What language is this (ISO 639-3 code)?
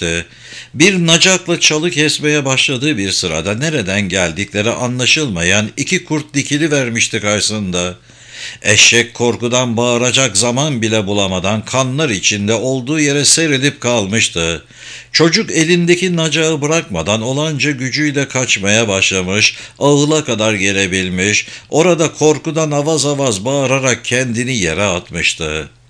tur